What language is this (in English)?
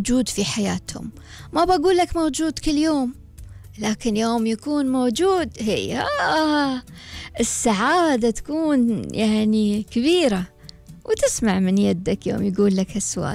Gulf Arabic